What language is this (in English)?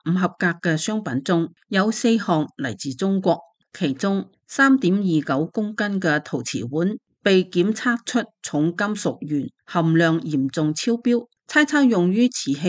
Cantonese